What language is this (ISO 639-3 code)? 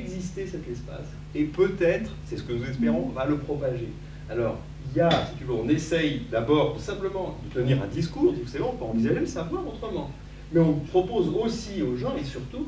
fra